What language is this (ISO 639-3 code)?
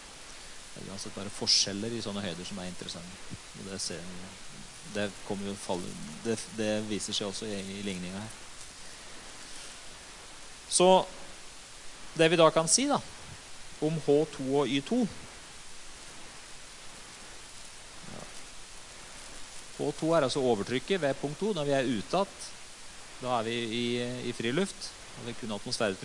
nor